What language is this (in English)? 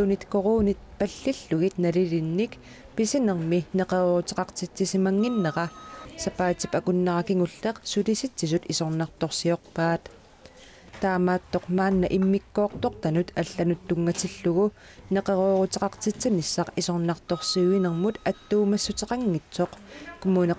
Kalaallisut